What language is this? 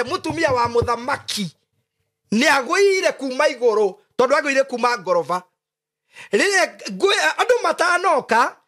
Kikuyu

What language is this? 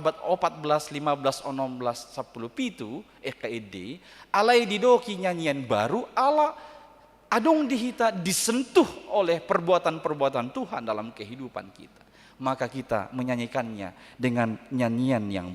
Batak Toba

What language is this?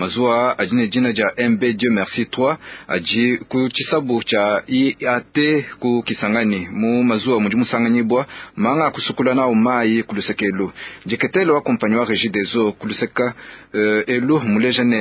Luba-Lulua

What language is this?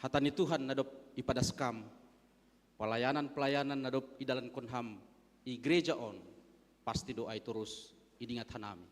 Batak Simalungun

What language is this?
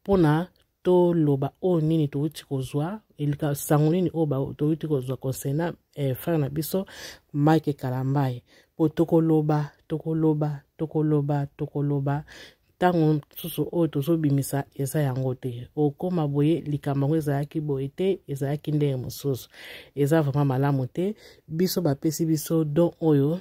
Lingala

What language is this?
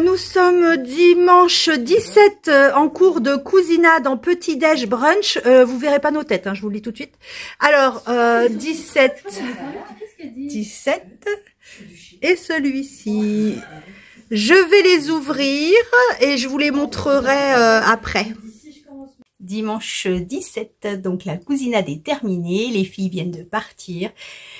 French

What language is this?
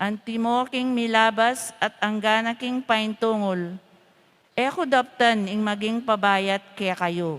Pampanga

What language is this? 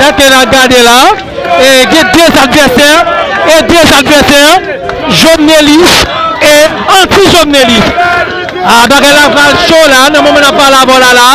Haitian Creole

